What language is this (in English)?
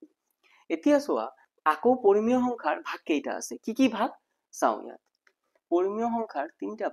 Assamese